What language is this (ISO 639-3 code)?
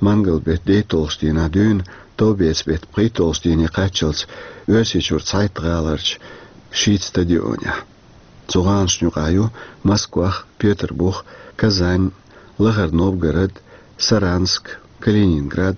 che